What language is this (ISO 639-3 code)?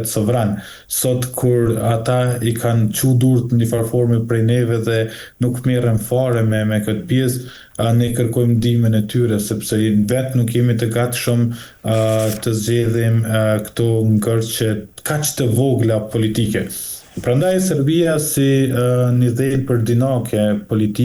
sqi